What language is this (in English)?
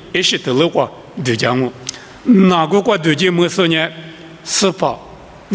Lisu